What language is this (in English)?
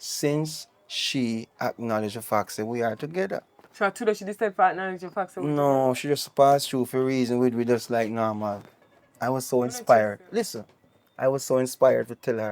Jamaican Creole English